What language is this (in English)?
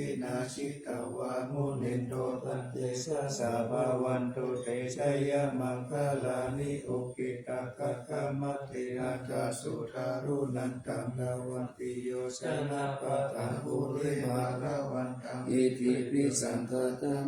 Pali